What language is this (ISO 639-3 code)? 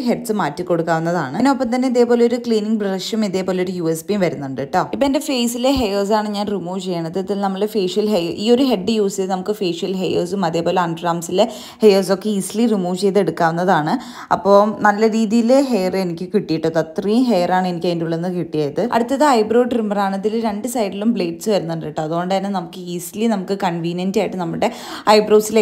mal